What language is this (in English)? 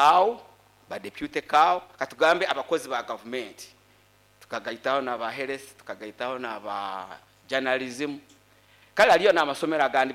Nyoro